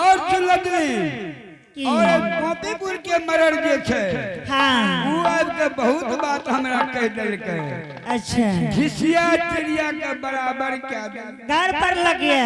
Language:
Angika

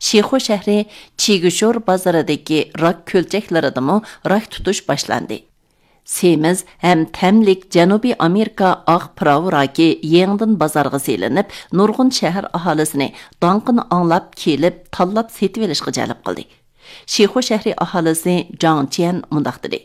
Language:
Uyghur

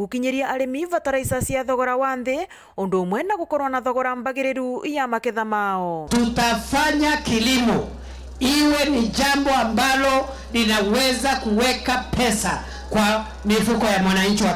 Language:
Meru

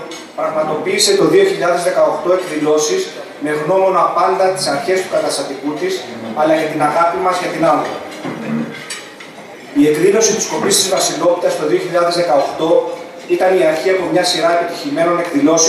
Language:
Greek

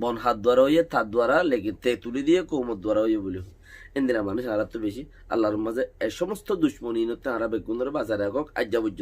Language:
Rohingya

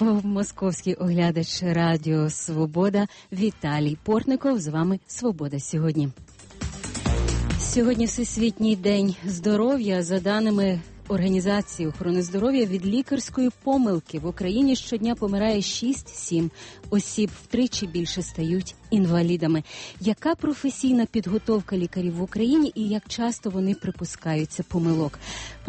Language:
Ukrainian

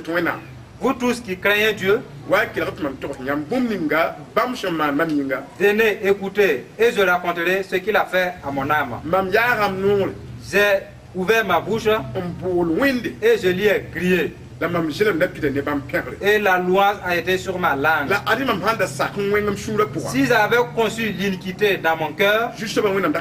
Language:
Mossi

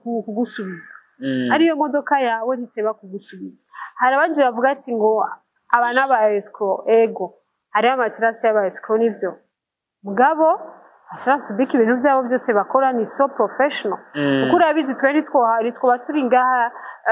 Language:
Rundi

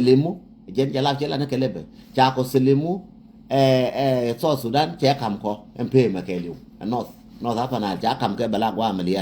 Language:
Nuer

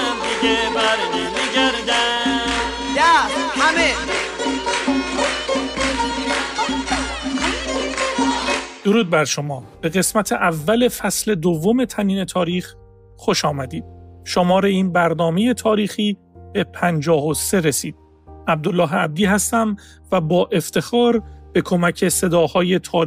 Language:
Persian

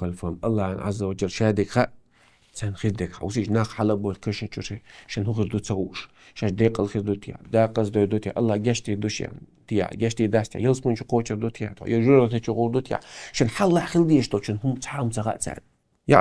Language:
Chechen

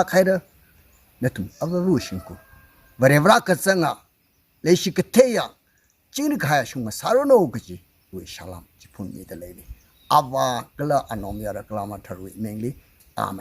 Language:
Tangkhul Naga (India)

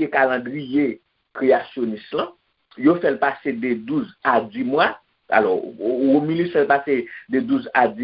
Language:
Haitian Creole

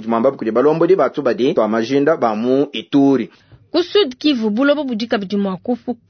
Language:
Luba-Lulua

